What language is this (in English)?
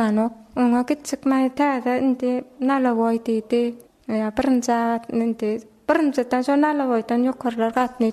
Turkmen